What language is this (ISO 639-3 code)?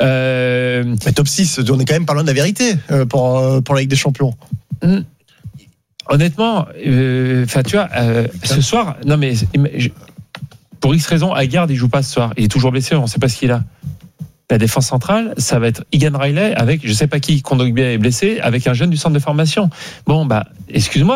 fra